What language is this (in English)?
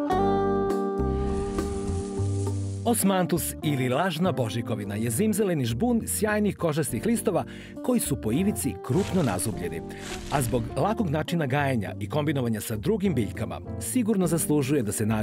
Serbian